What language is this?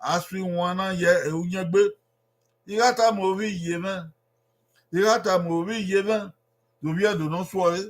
Bini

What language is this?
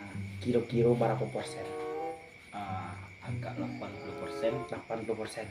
Minangkabau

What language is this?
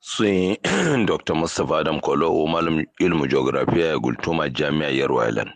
Kanuri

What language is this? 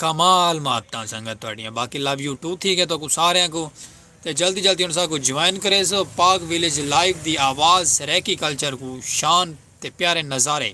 Saraiki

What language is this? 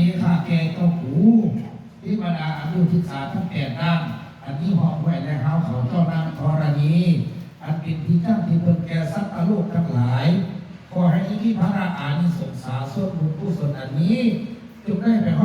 Lao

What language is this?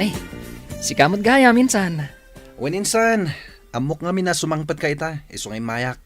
Iloko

